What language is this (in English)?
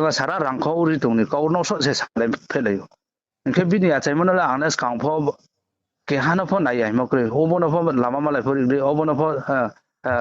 Riang (India)